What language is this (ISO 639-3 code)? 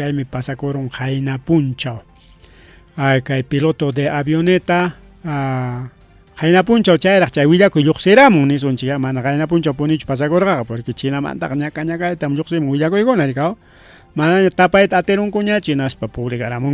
quy